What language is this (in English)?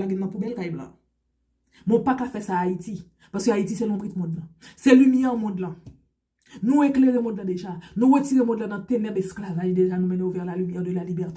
Haitian Creole